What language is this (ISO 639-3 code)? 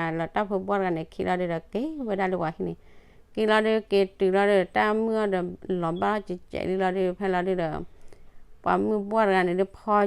ksw